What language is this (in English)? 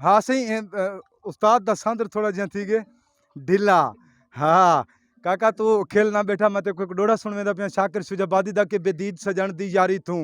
Saraiki